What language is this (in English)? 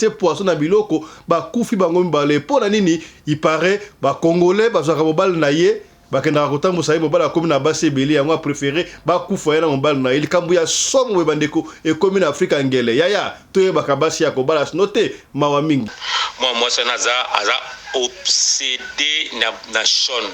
Lingala